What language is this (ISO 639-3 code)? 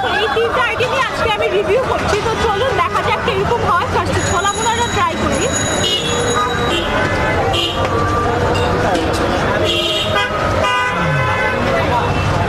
ben